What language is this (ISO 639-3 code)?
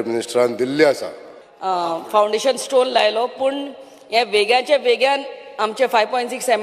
kok